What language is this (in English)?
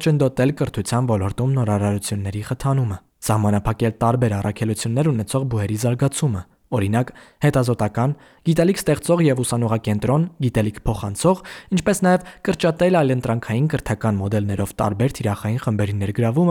Armenian